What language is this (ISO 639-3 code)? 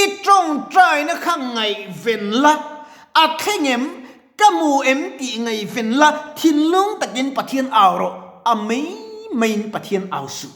lus